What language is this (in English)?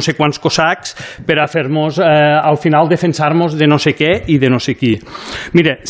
Catalan